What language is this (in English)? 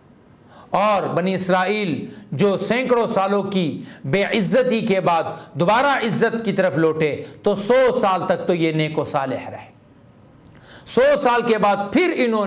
Urdu